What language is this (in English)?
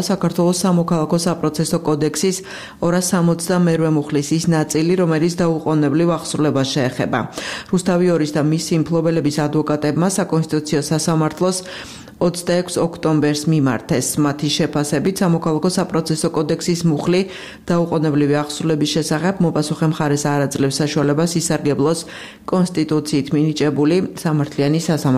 Georgian